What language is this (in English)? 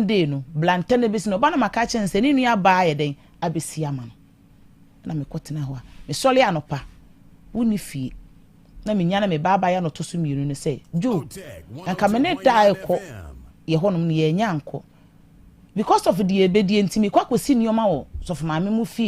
Akan